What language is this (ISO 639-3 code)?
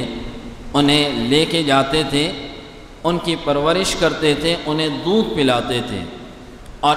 urd